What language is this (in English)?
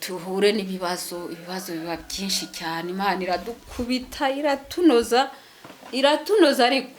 Kinyarwanda